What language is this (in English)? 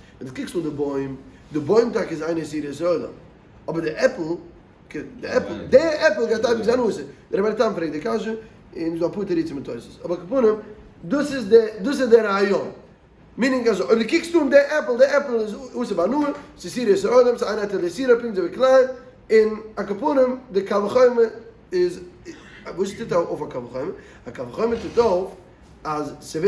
Yiddish